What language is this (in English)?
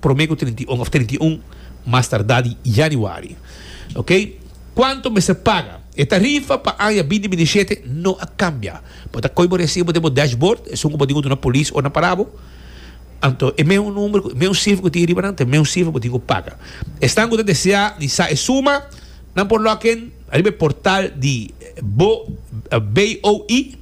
Papiamento